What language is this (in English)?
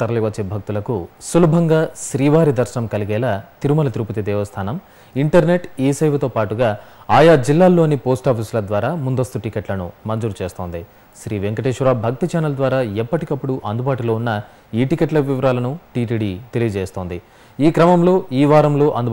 Telugu